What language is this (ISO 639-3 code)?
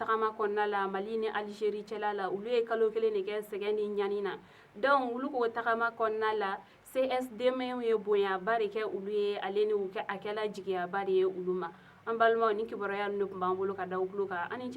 bam